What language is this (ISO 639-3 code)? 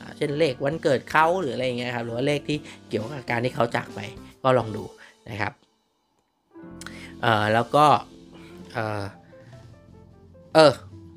tha